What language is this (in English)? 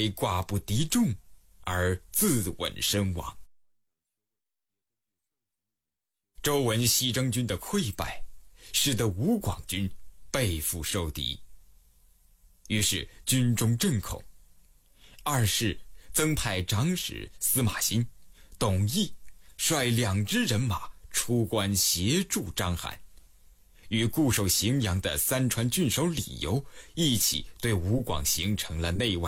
Chinese